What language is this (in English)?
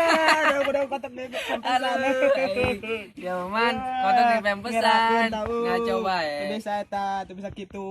Sundanese